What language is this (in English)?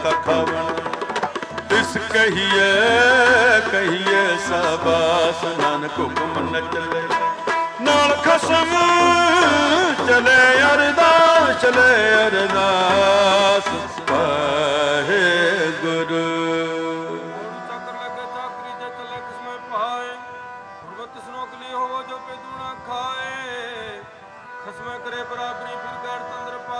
Punjabi